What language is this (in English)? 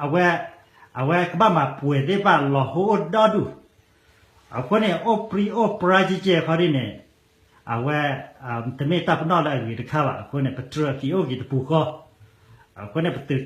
S'gaw Karen